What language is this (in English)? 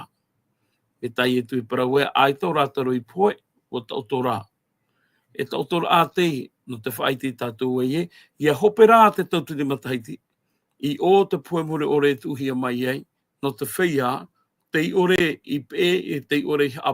Tahitian